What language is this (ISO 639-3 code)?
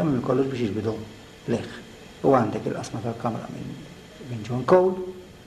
mlt